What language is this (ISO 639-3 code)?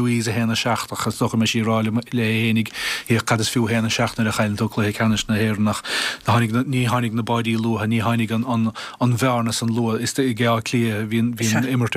gle